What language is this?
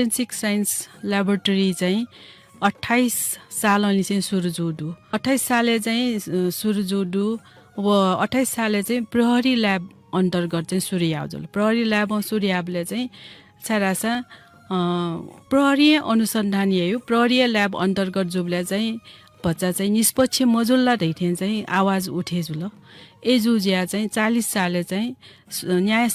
Newari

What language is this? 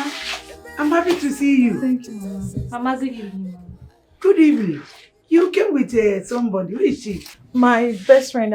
Nigerian Pidgin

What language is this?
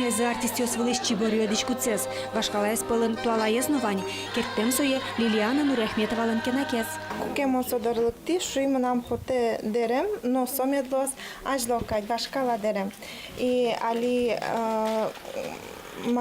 Udmurt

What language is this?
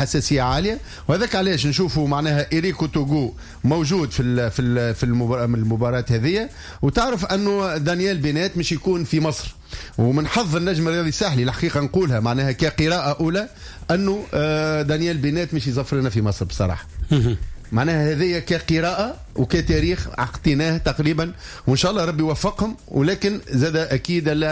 Tunisian Arabic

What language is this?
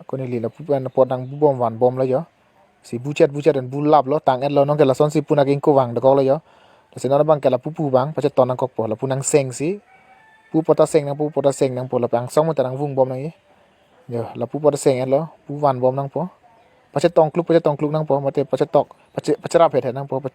Karbi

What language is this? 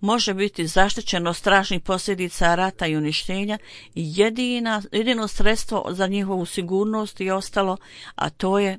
Bosnian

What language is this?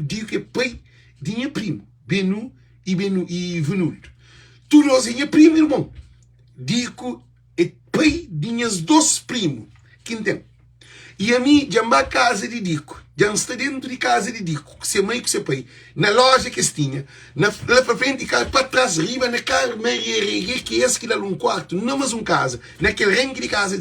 Kabuverdianu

